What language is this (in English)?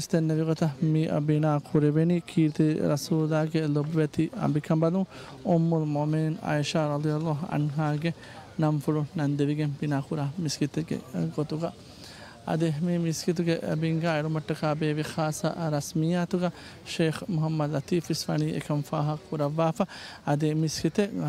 Divehi